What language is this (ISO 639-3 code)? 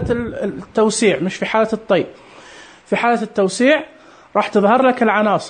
ars